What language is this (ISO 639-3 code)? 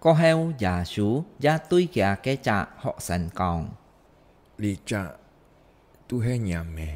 hak